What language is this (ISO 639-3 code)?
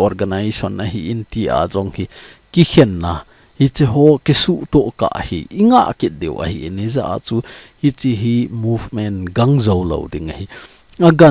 tcz